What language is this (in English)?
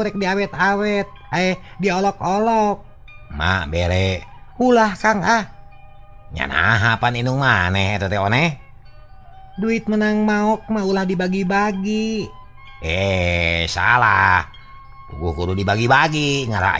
Sundanese